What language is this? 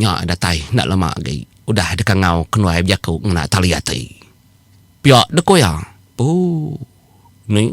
Iban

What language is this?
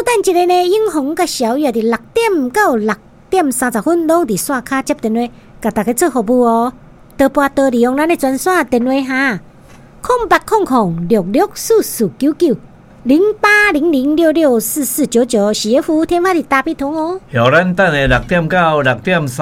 Min Nan Chinese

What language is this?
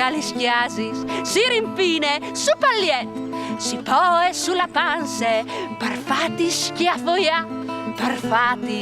Friulian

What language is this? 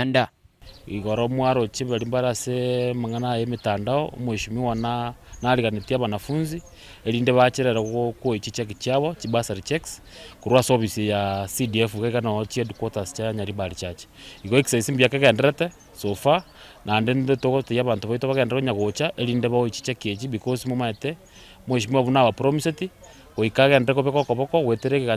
Gusii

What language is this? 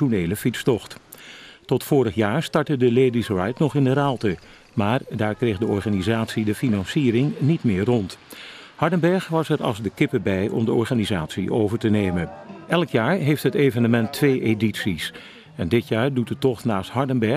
Dutch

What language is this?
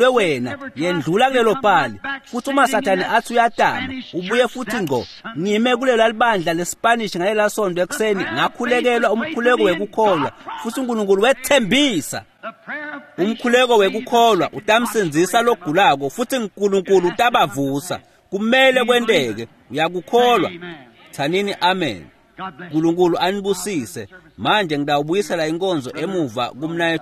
Swati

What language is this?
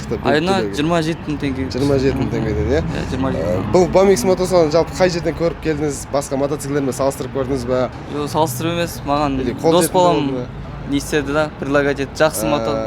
Kazakh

